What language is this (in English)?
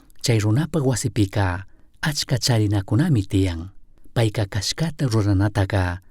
Chimborazo Highland Quichua